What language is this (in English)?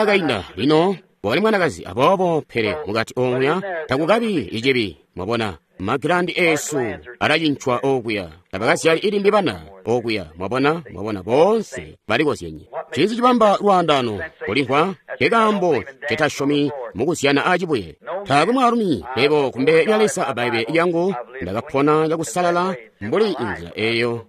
Tonga (Zambia)